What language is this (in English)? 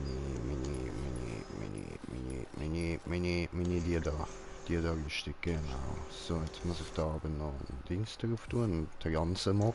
Swiss German